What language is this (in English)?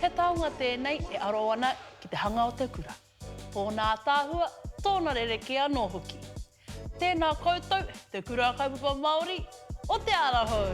Māori